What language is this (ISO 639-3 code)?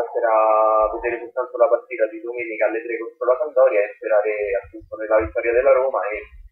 ita